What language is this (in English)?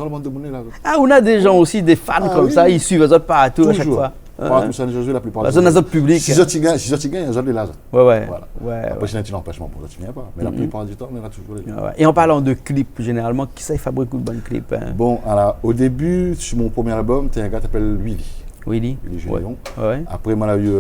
Réunion Creole French